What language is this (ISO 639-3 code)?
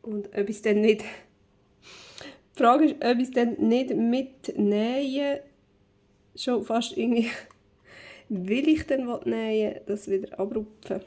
gsw